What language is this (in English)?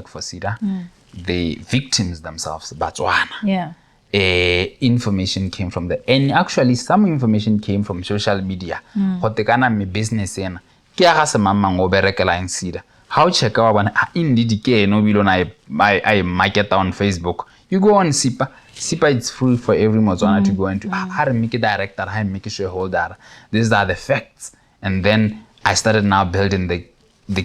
Tswana